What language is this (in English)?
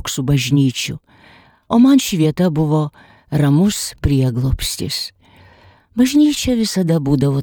Lithuanian